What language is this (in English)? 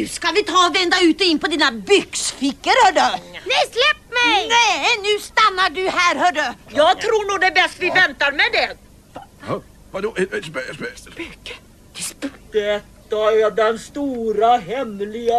Swedish